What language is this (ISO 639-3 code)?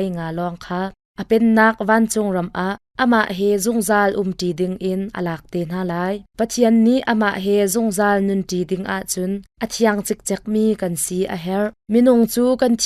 cnh